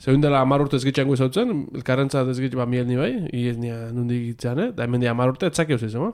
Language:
Basque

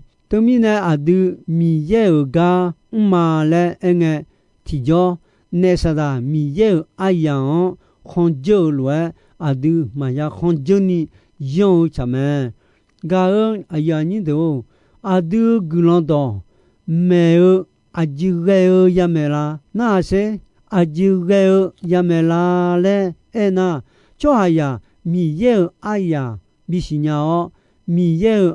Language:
Akha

